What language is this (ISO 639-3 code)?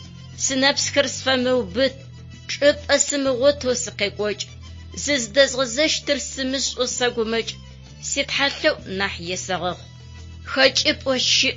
ady